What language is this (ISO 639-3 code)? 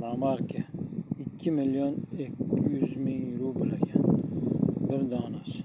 uzb